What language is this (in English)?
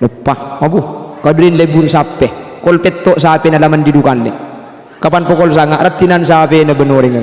Madurese